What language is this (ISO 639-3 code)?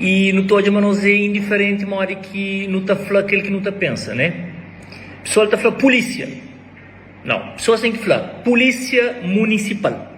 kea